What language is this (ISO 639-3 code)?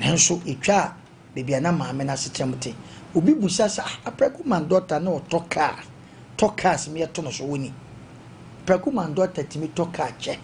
aka